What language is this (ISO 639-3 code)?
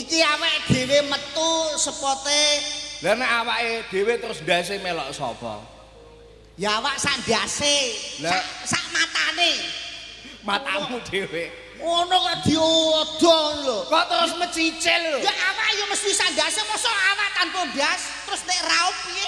jav